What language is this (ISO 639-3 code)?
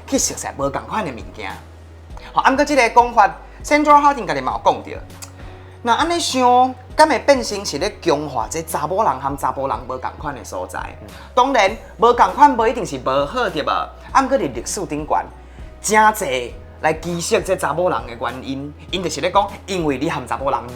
nan